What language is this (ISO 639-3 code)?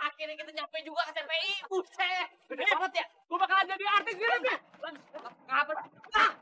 bew